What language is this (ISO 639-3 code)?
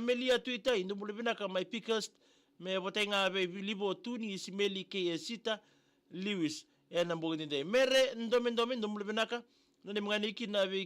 fij